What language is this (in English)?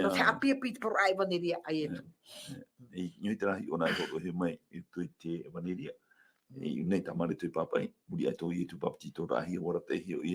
Tahitian